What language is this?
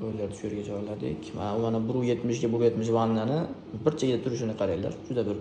Uzbek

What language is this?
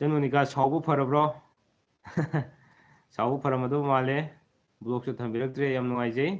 Manipuri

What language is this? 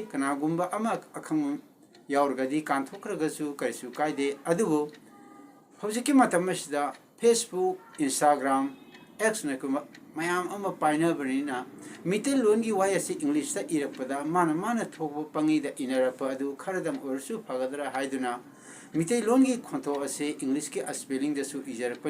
Manipuri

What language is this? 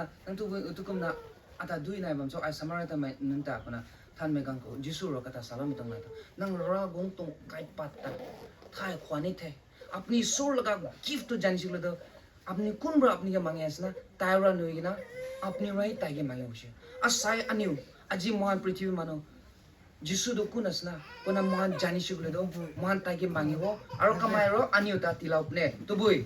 Rongmei Naga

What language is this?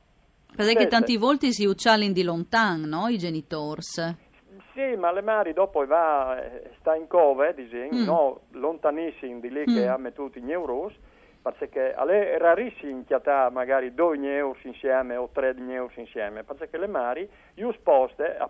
Friulian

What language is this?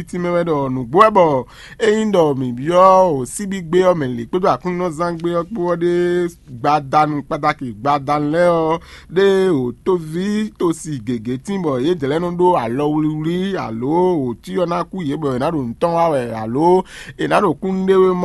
Fon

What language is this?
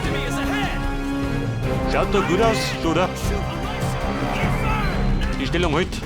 Bavarian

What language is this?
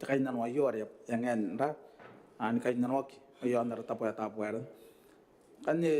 Gilbertese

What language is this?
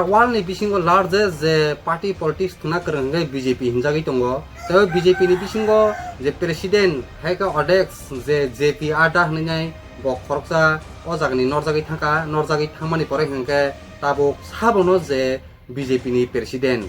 Kok Borok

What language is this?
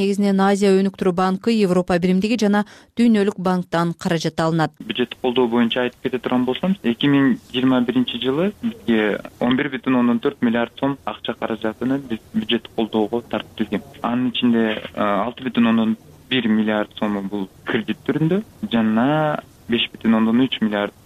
Kyrgyz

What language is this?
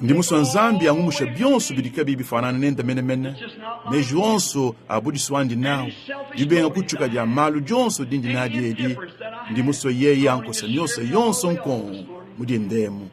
Luba-Lulua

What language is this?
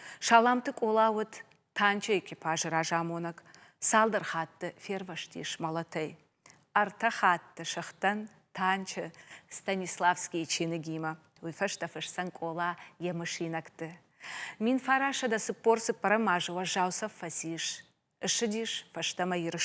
Ossetic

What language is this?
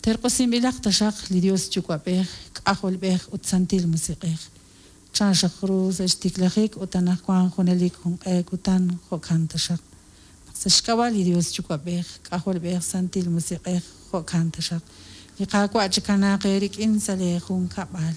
Kekchí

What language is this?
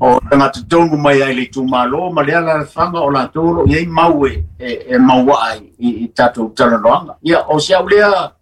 Samoan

